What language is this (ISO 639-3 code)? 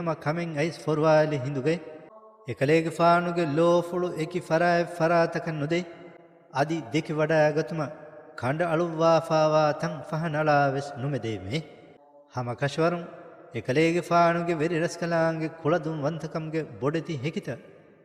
div